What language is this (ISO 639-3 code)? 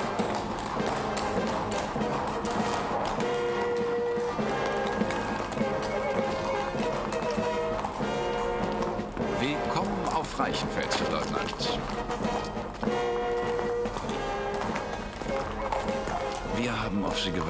deu